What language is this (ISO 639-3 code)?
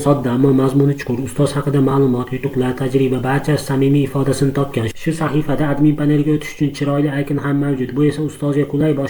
uzb